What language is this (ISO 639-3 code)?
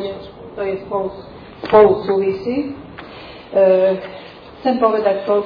slk